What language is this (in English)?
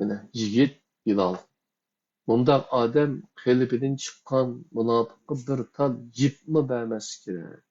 Uyghur